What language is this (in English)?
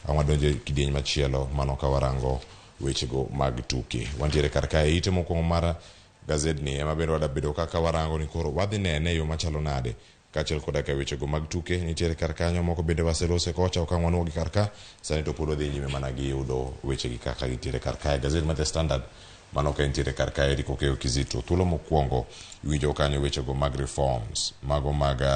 Luo (Kenya and Tanzania)